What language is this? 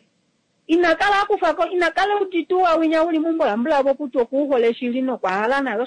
Kuanyama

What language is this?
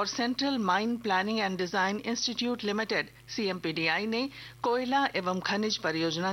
Hindi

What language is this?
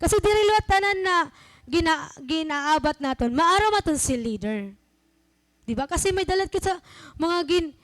Waray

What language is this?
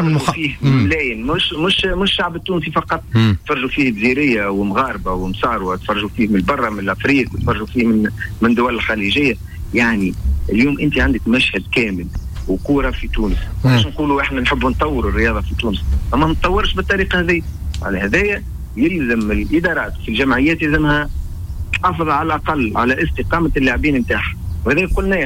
Tunisian Arabic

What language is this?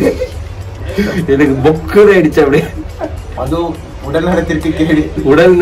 Tamil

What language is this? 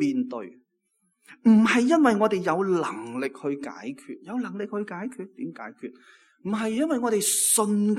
Cantonese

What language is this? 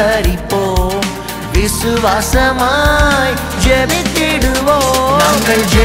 Tamil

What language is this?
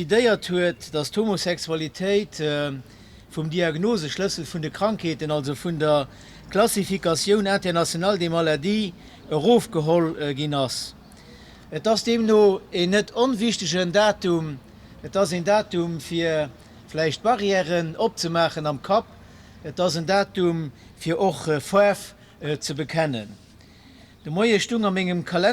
Luxembourgish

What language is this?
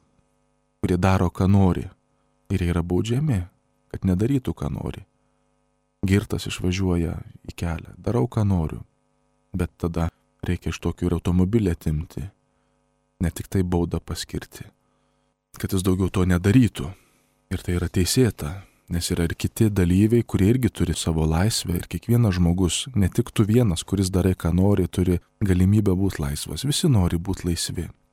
Lithuanian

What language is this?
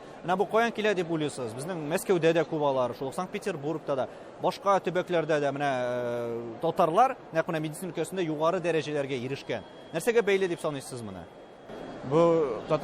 Tatar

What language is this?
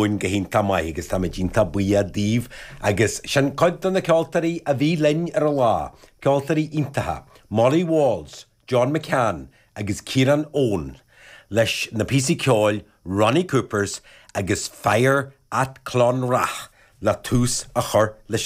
Irish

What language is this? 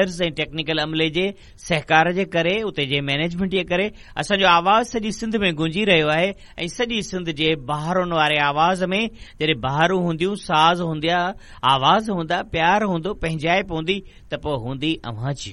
Sindhi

